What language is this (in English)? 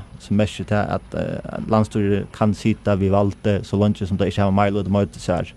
Faroese